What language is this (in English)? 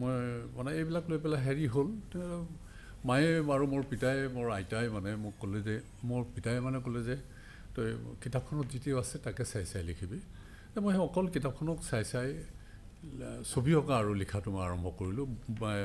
Assamese